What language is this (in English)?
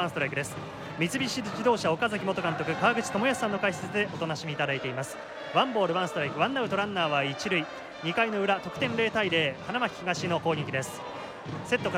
Japanese